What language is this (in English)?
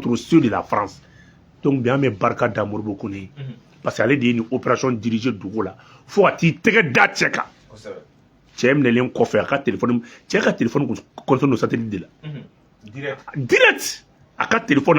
Bambara